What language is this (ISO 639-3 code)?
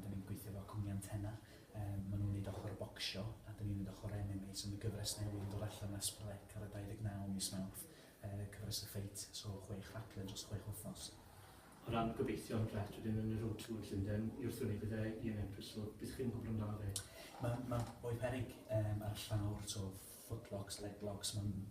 cym